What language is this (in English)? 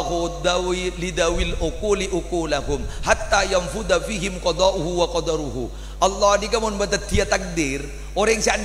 Madurese